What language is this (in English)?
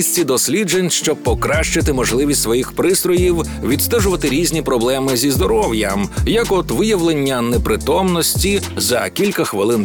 Ukrainian